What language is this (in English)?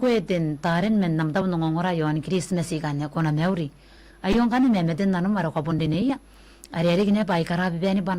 Gilbertese